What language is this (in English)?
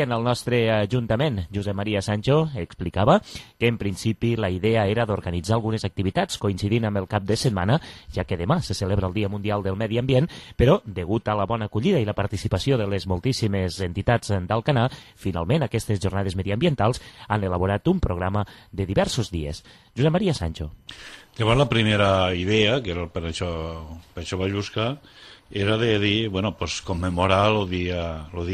Catalan